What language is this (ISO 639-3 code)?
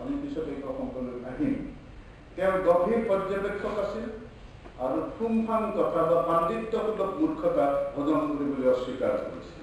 asm